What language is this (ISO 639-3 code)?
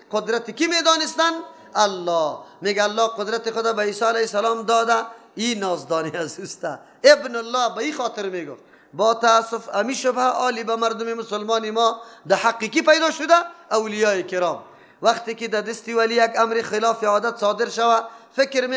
fas